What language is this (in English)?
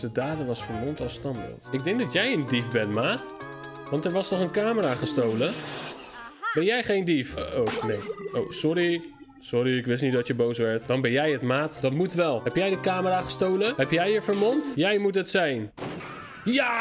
Dutch